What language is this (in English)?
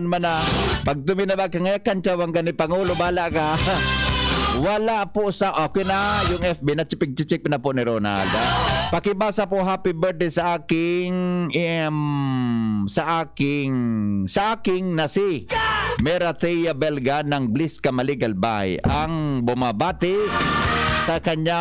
Bikol